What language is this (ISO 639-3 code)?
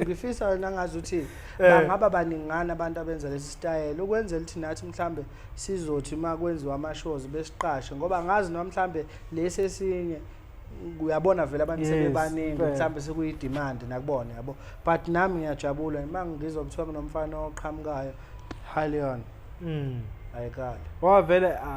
zul